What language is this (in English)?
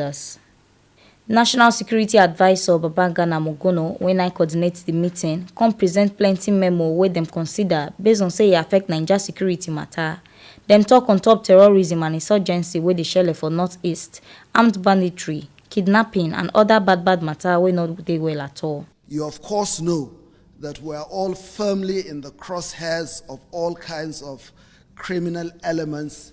Nigerian Pidgin